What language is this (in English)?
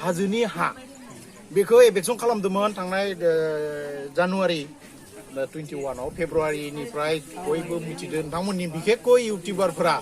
Bodo